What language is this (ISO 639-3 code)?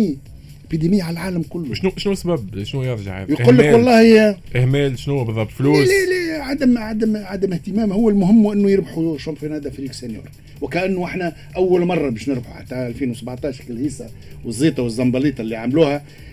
aeb